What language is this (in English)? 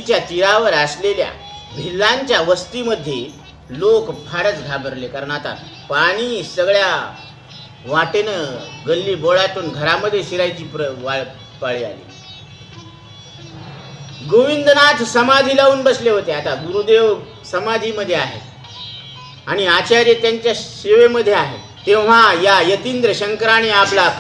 Marathi